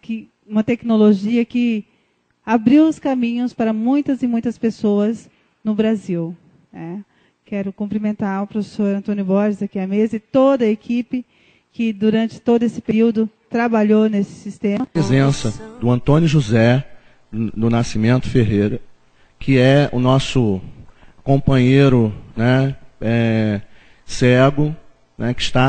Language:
Portuguese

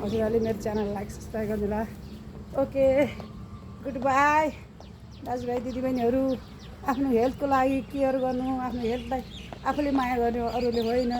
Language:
Nepali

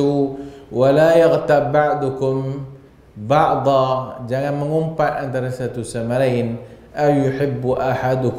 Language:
Malay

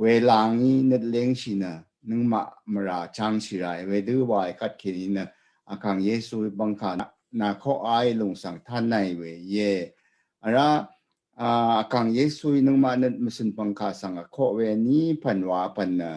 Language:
Rawang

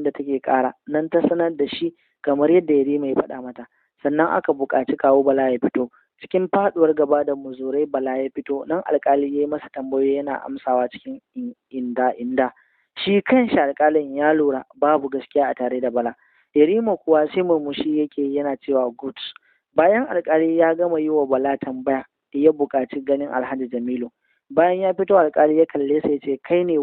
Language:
Hausa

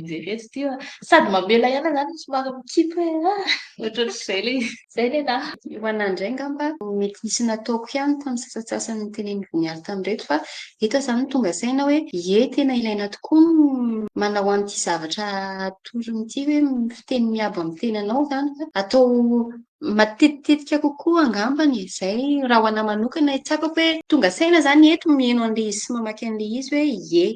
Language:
Malagasy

